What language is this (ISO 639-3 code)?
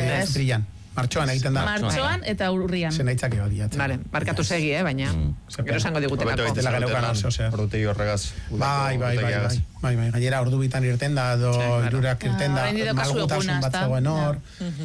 eus